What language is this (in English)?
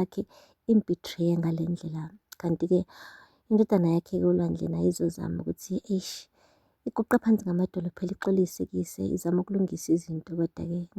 Zulu